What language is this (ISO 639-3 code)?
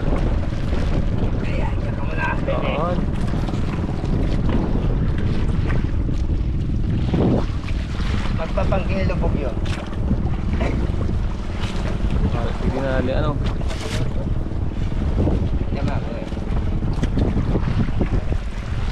fil